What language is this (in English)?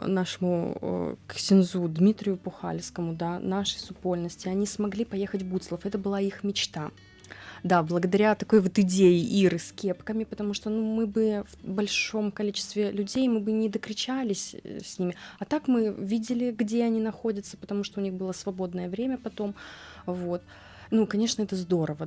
Belarusian